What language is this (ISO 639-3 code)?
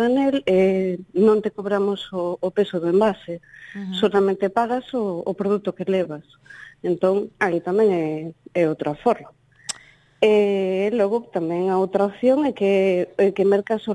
glg